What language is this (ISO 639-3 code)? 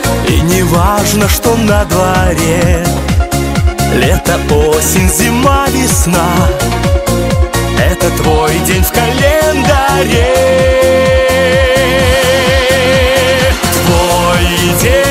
rus